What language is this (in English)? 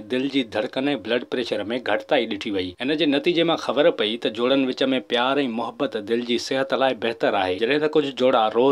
Sindhi